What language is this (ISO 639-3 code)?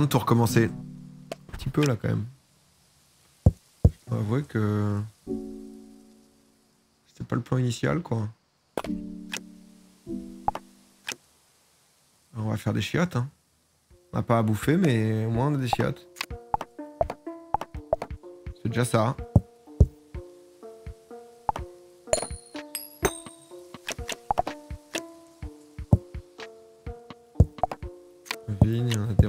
fra